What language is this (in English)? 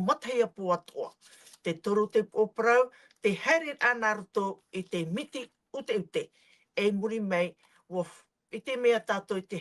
Tahitian